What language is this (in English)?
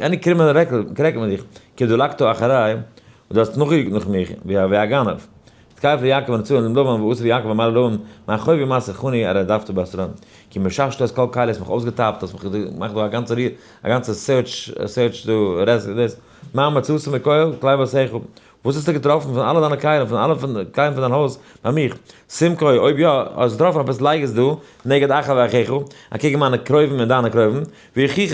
Yiddish